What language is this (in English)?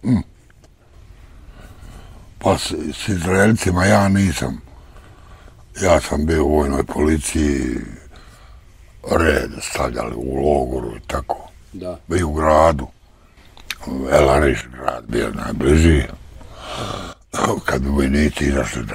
Bosnian